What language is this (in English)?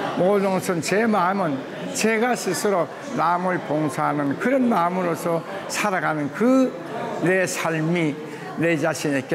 Korean